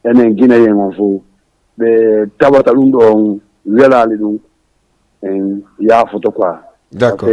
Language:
Fula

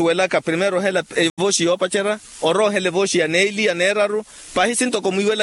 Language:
Makhuwa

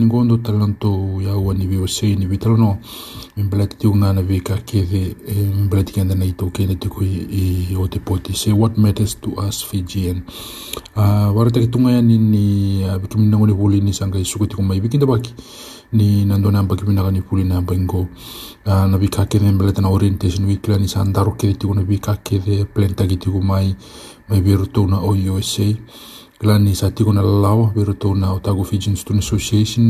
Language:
Fijian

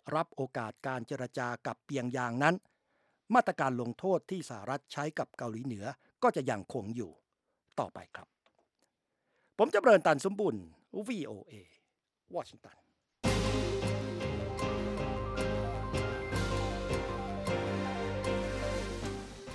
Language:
Thai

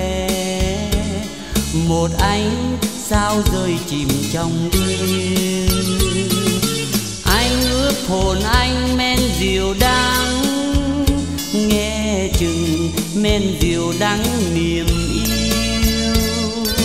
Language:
Vietnamese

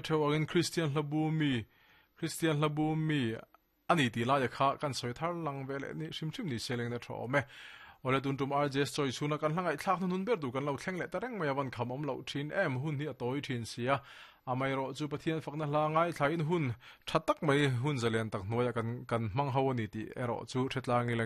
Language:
Mizo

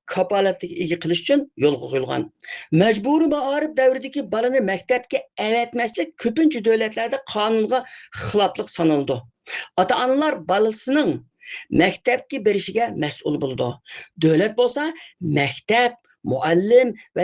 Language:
Uyghur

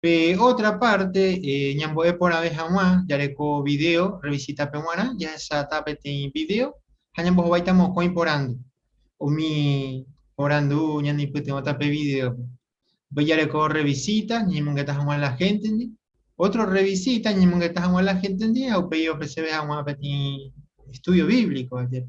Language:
Guarani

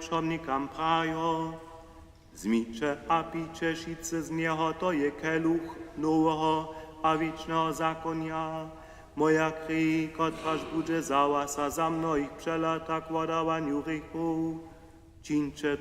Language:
Upper Sorbian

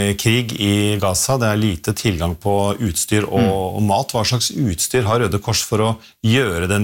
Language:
Norwegian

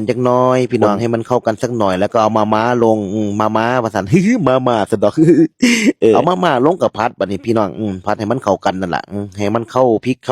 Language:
Northeastern Thai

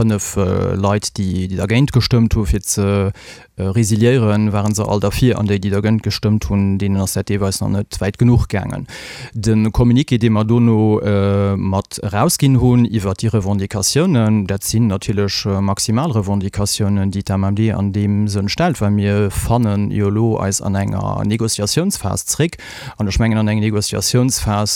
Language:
Luxembourgish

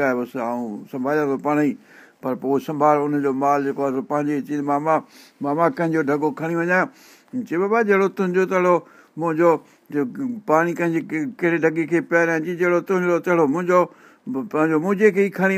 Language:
Sindhi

